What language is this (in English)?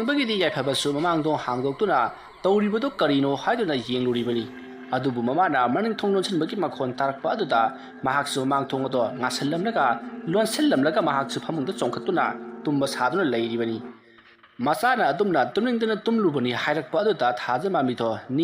Manipuri